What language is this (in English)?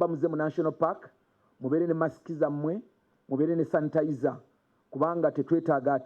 Ganda